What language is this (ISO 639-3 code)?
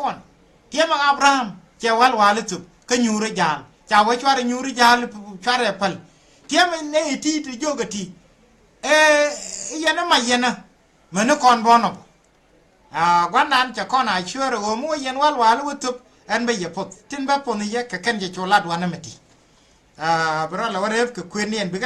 nus